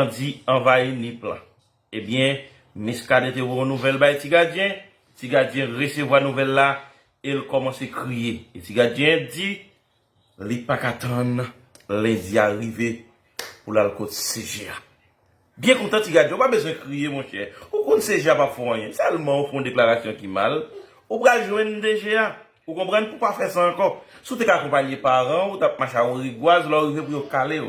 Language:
Haitian Creole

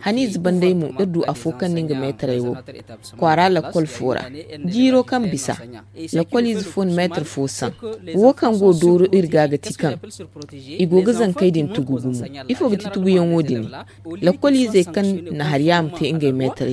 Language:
Zarma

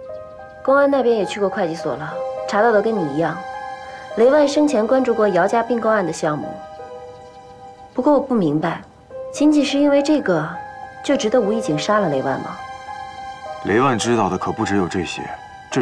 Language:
Chinese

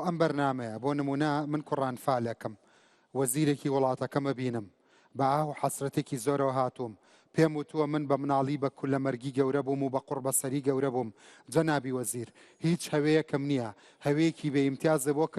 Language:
Central Kurdish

